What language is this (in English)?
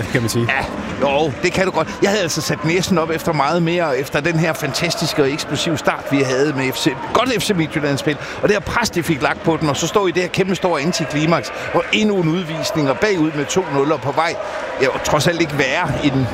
Danish